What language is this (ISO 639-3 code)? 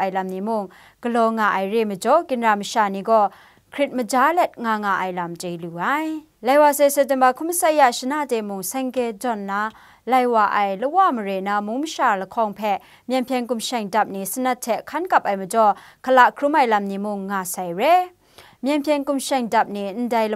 kac